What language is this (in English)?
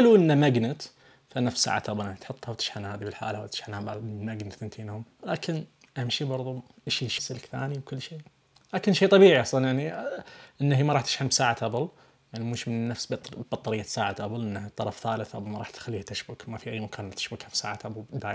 Najdi Arabic